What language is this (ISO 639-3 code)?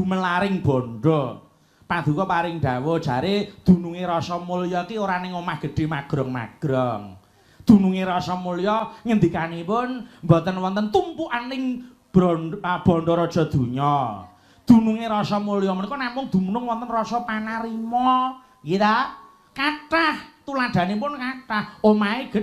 jav